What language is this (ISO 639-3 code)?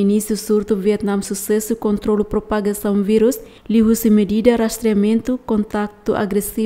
tet